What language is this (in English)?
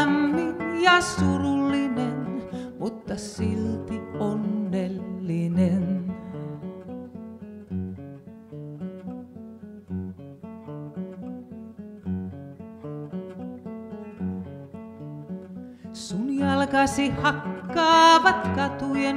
Finnish